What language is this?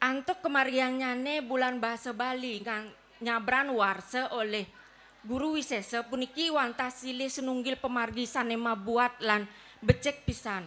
Balinese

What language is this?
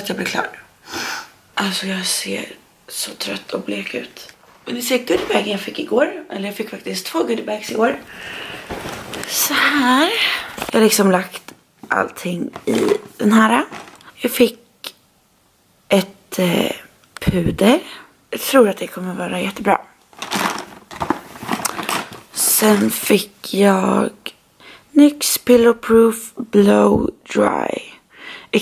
Swedish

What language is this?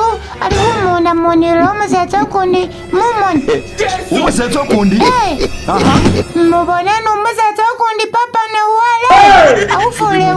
Masaaba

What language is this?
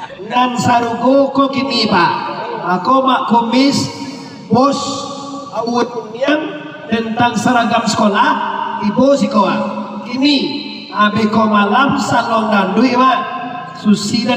Minangkabau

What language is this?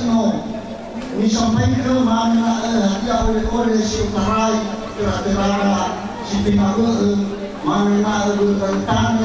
Nias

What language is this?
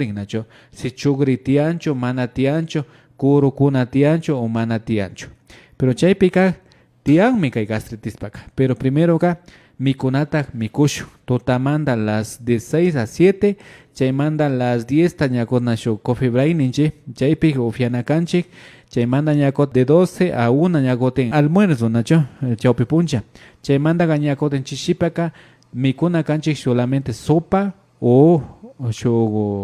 Imbabura Highland Quichua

